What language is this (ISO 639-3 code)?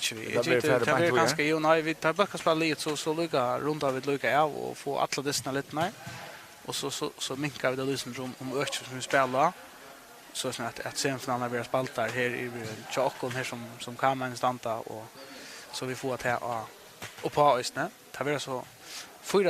fao